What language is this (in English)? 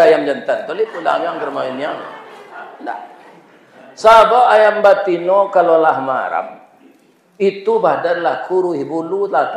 Minangkabau